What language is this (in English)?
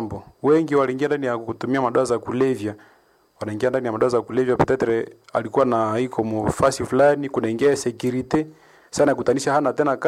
Swahili